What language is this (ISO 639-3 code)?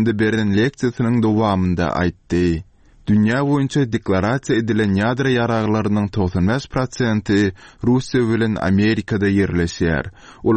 tuk